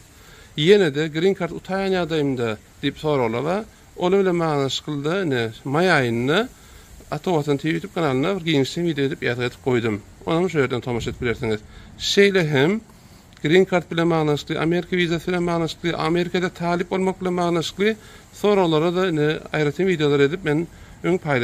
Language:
Turkmen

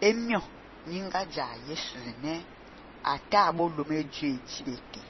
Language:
Fang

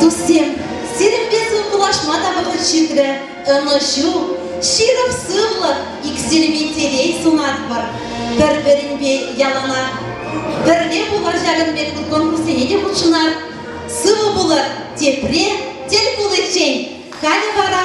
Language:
Chuvash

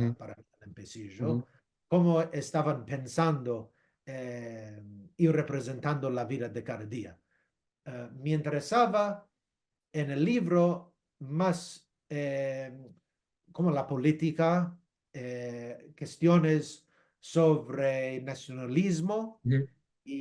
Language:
Ladino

